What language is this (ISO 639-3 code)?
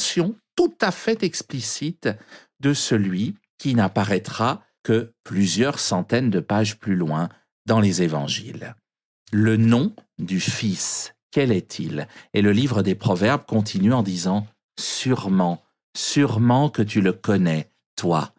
fra